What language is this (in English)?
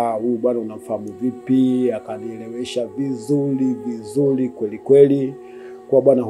Swahili